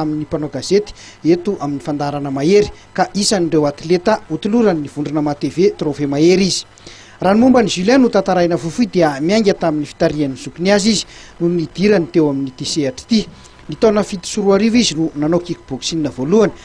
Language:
Malagasy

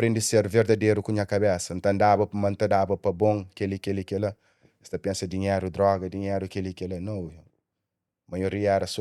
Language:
Kabuverdianu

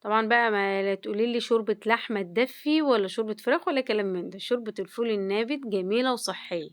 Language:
Egyptian Arabic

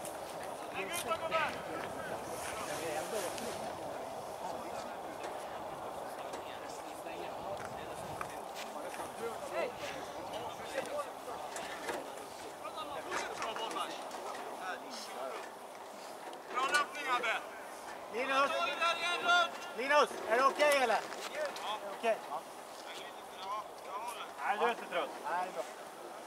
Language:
Swedish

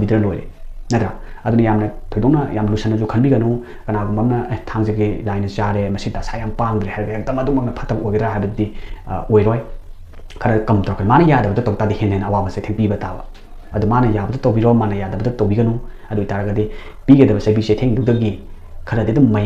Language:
Manipuri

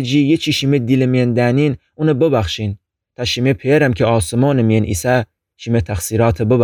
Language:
Gilaki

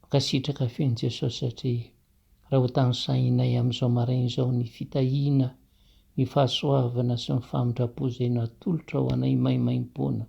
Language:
Malagasy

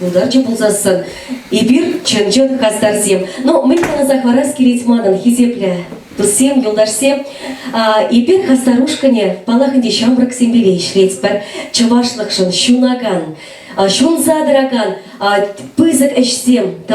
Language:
Chuvash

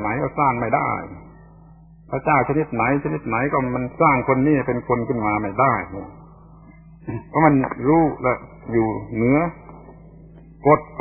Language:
Thai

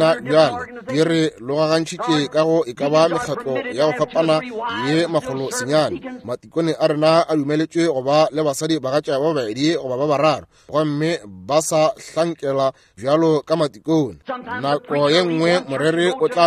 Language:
Northern Sotho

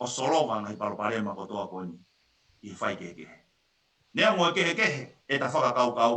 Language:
Tongan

